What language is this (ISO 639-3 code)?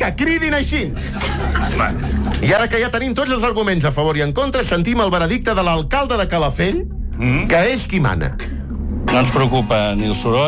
cat